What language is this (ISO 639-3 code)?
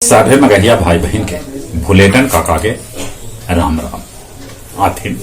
mag